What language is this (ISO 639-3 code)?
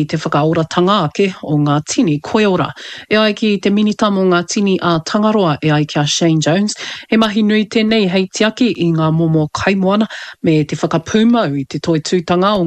mri